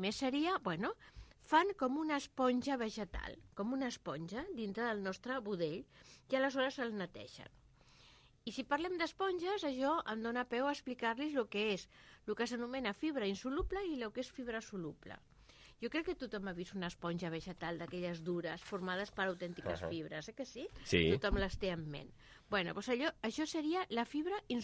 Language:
Catalan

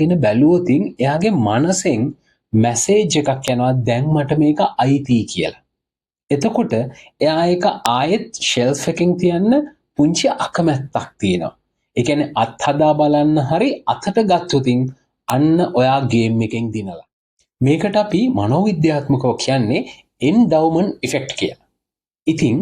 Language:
Sinhala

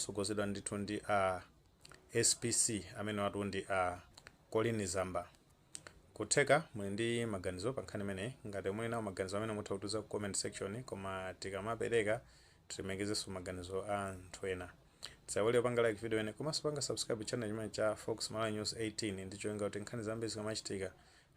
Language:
Nyanja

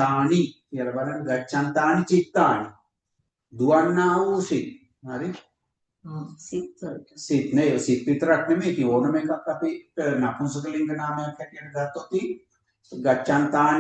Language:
Sinhala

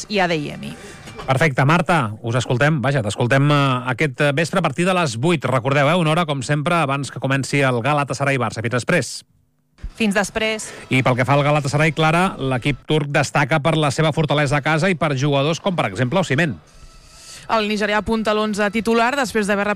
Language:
Catalan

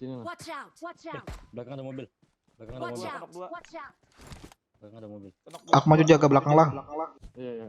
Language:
Banjar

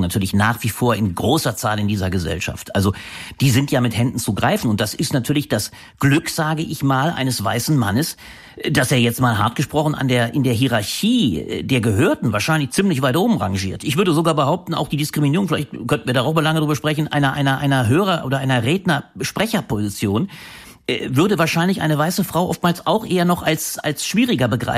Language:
German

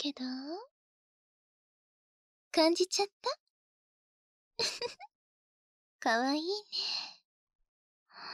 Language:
Japanese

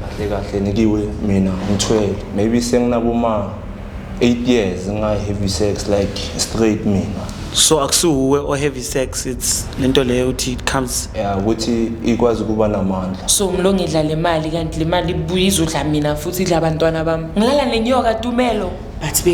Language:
Zulu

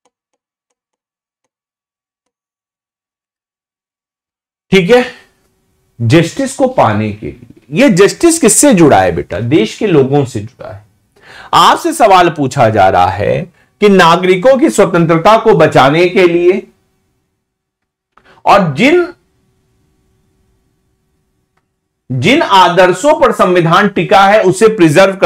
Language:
Hindi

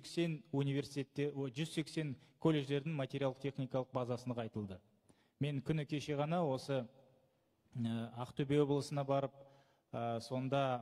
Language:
Kazakh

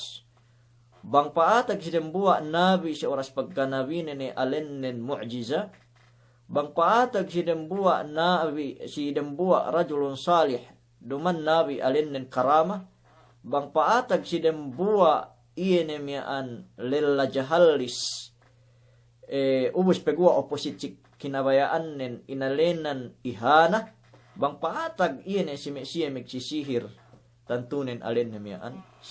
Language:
Yakan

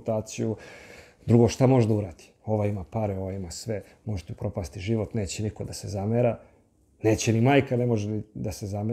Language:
Serbian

